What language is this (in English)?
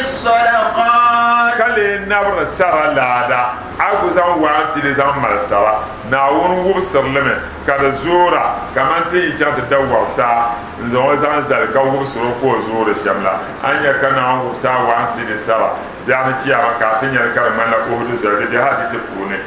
Dagbani